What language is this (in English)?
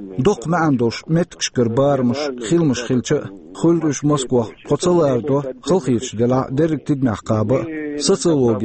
Chechen